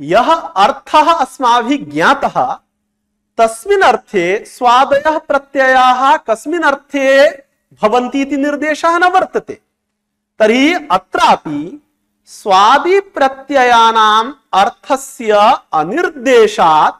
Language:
Sanskrit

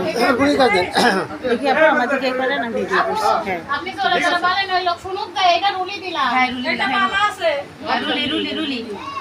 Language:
Bangla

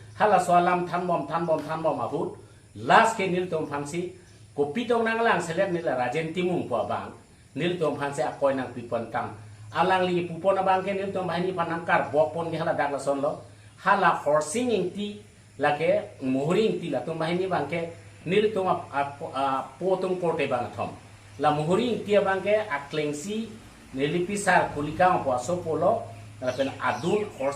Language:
Karbi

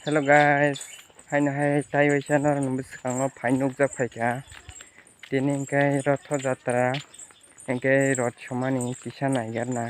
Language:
Kok Borok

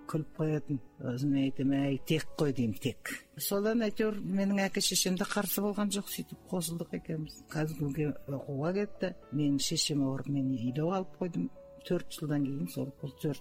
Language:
Kazakh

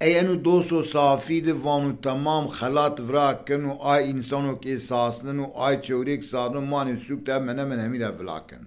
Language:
Zaza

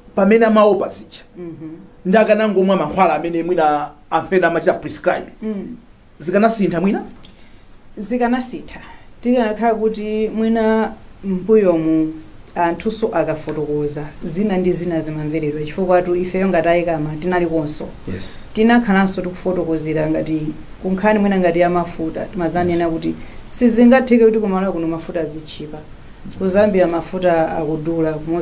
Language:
Nyanja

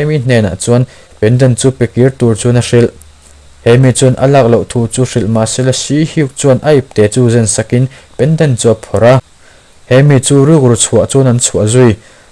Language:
Mizo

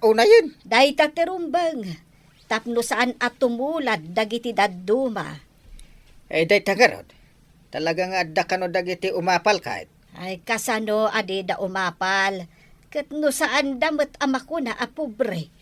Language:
Iloko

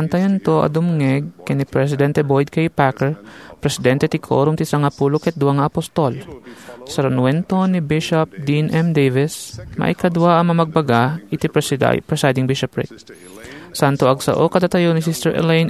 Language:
Iloko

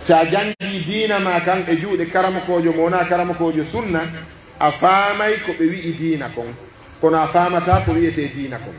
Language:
Pular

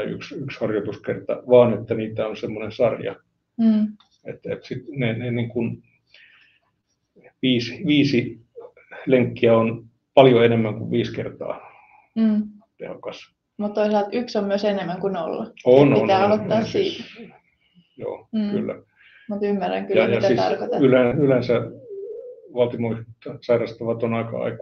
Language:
Finnish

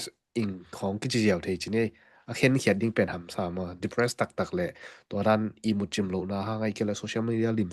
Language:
Tedim Chin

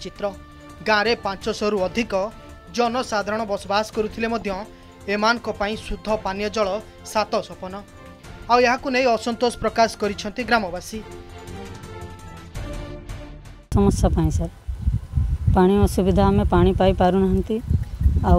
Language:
Odia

